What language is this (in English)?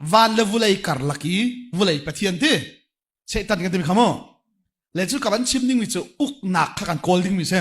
Hakha Chin